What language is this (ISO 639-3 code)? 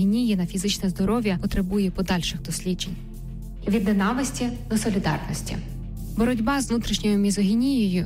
ukr